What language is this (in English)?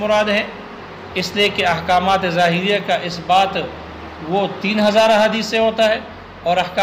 Urdu